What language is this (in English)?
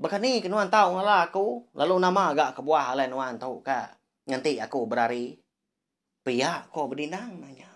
Iban